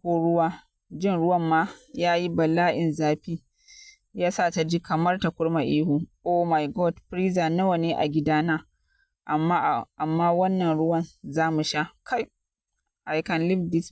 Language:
Hausa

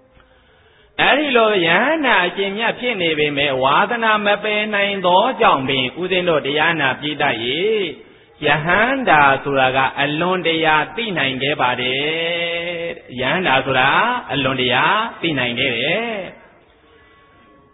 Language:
Burmese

